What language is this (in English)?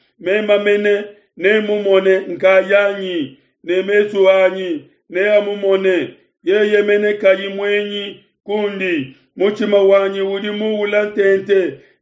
Luba-Lulua